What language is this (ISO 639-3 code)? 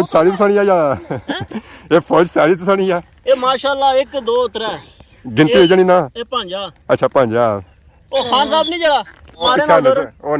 phr